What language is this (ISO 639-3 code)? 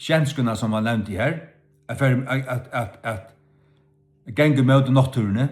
fao